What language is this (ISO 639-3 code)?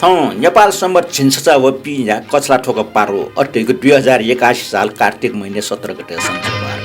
new